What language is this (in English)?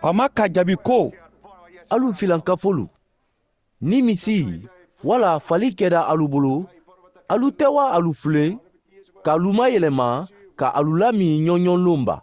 Mandingo